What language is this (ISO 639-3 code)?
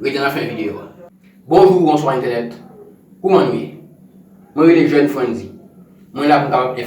hat